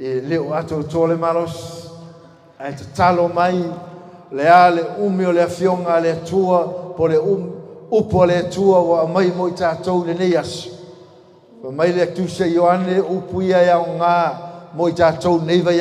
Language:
Samoan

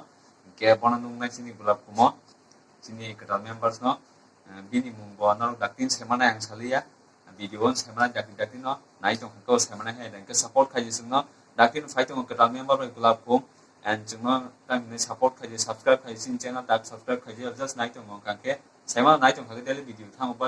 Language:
Kok Borok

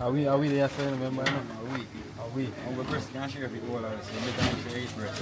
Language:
Jamaican Creole English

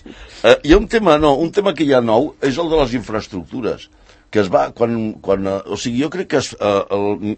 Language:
Catalan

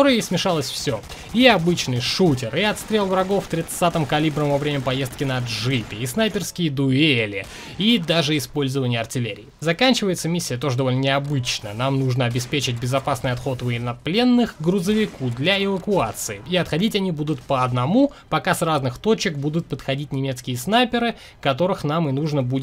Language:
Russian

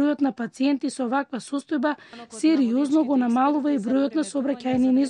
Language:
Macedonian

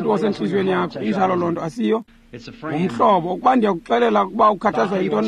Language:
Xhosa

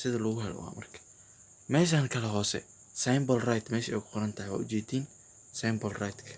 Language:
Somali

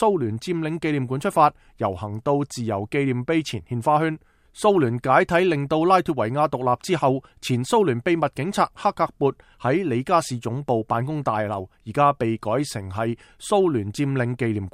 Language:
Cantonese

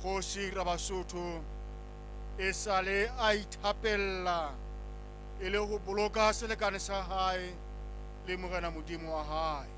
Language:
Southern Sotho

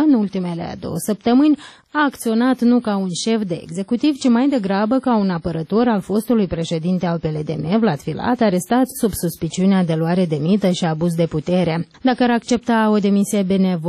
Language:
Romanian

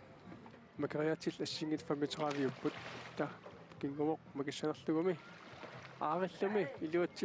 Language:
Kalaallisut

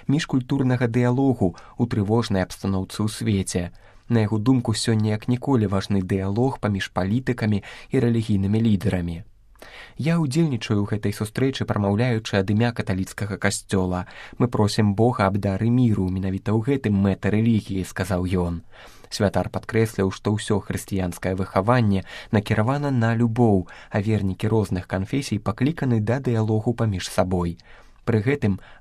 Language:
Belarusian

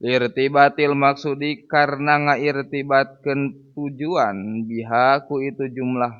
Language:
Sundanese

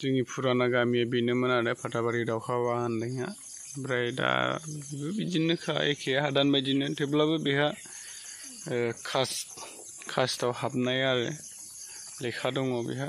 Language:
Bodo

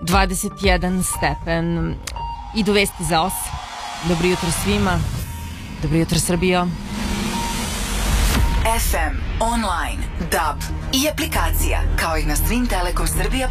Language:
Serbian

